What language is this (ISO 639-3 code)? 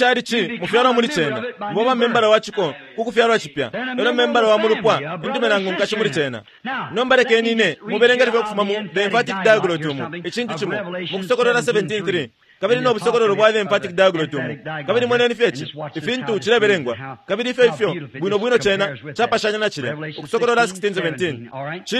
bem